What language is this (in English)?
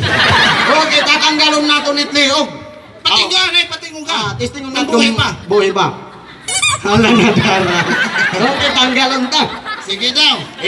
Waray